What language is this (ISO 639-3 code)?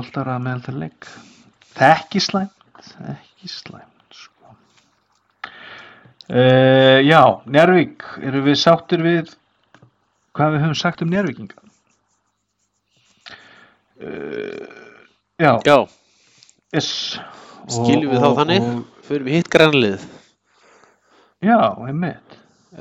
isl